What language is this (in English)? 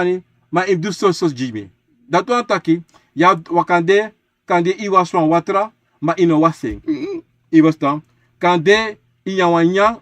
Sranan Tongo